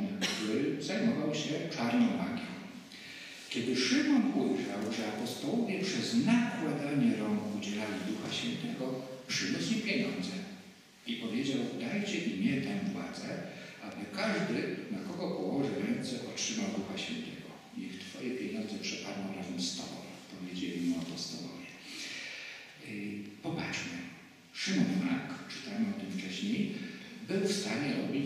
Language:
Polish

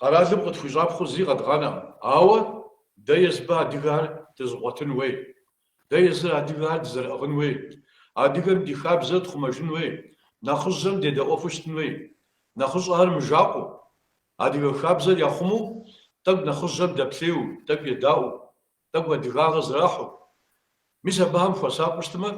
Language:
Kabardian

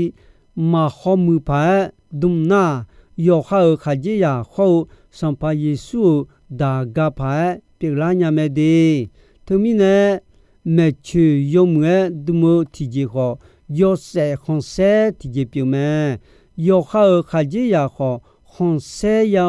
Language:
Akha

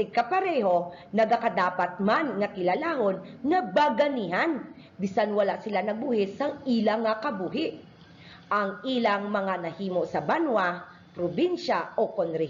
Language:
Hiligaynon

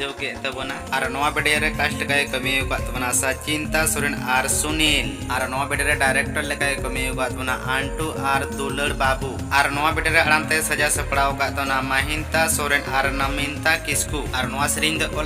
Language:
Santali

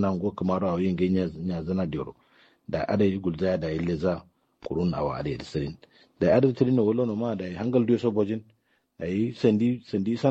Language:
Kanuri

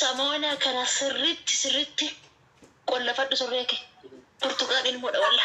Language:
Oromo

